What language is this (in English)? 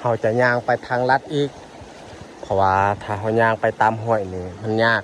Lao